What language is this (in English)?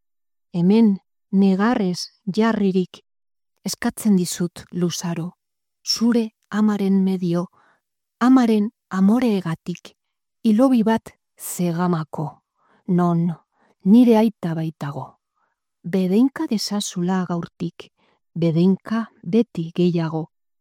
Basque